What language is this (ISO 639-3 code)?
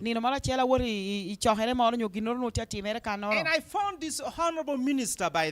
laj